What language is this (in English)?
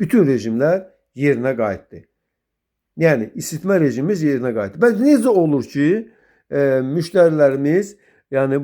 Azerbaijani